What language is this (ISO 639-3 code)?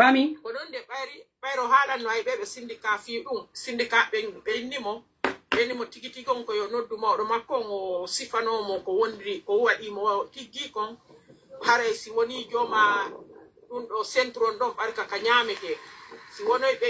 fuf